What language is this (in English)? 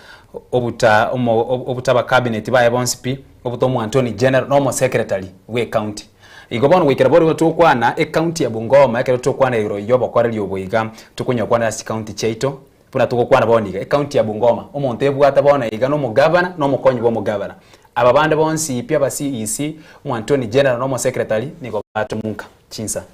Gusii